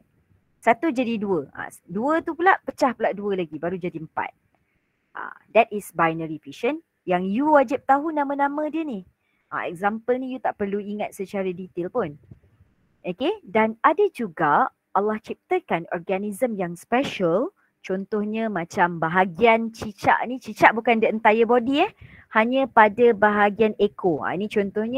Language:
Malay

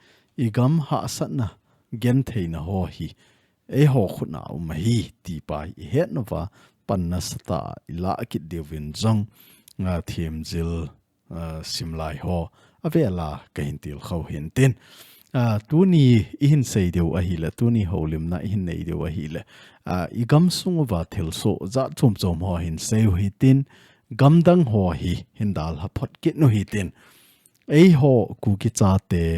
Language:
Thado Chin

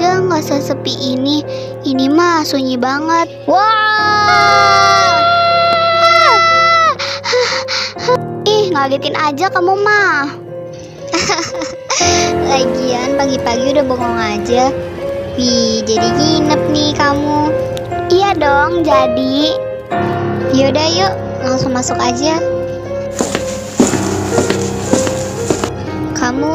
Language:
Indonesian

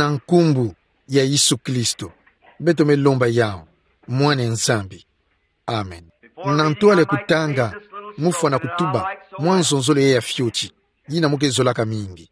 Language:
Kituba (Democratic Republic of Congo)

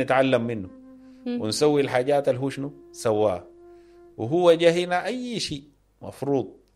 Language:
Sudanese Arabic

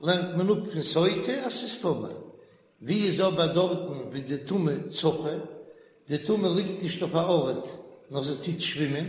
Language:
Yiddish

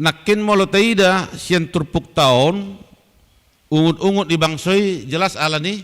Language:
Batak Toba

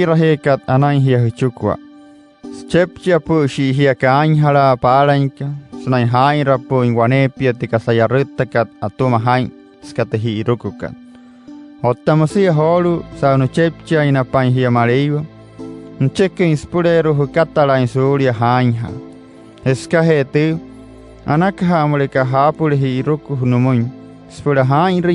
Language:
Wayuu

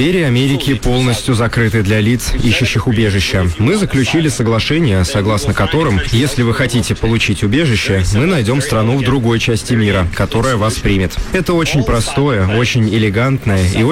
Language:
Russian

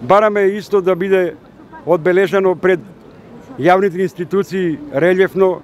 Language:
Macedonian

